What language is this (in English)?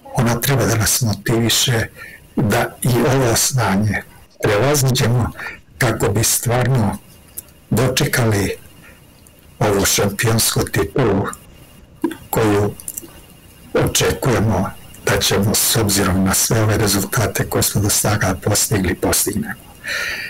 Serbian